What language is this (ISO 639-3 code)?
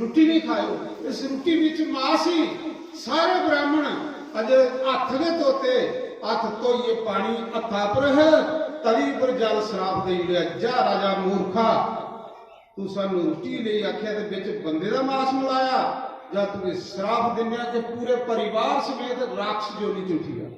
doi